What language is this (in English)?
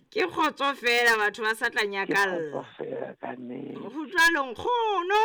Southern Sotho